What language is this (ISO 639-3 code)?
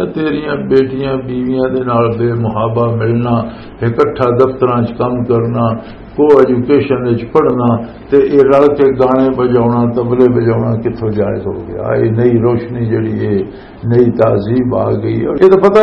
lah